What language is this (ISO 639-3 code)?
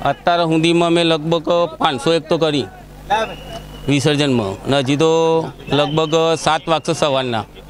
guj